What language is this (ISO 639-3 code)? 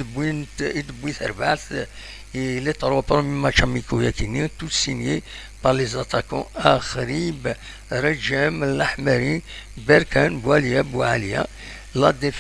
kab